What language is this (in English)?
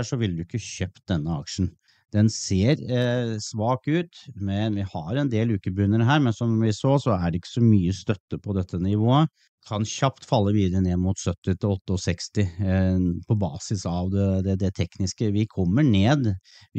Norwegian